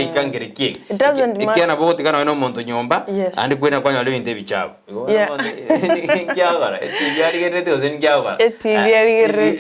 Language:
Gusii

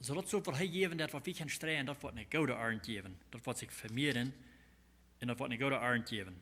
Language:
Plautdietsch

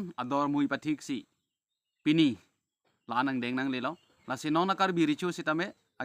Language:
Karbi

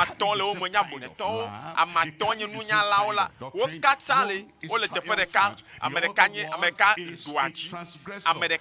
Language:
Ewe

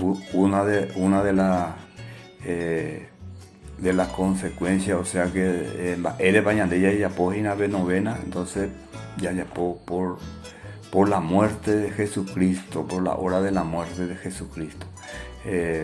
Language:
Guarani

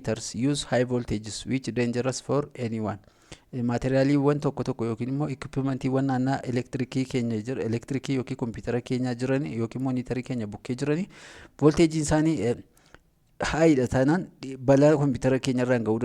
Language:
Oromo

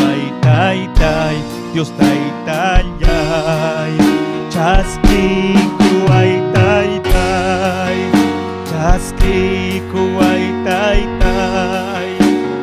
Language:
Ayacucho Quechua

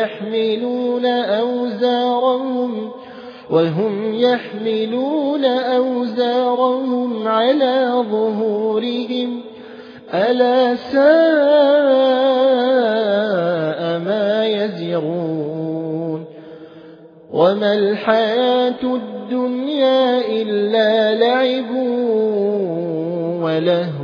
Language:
Arabic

